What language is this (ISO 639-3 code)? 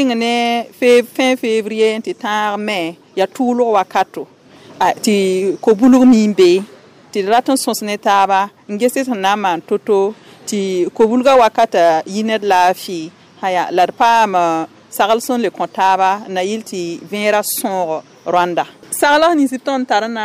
mos